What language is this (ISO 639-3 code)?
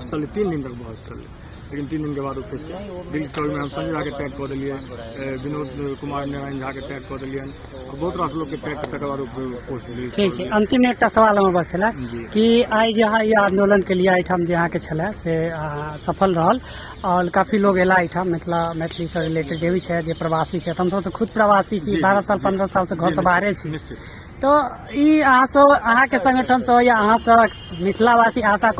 mai